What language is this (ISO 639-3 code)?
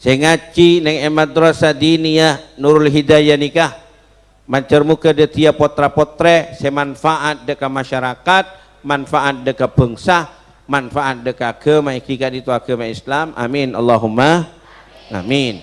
mad